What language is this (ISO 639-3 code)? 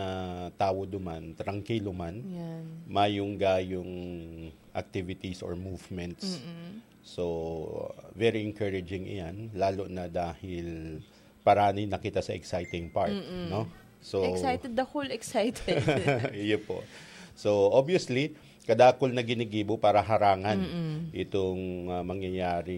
bik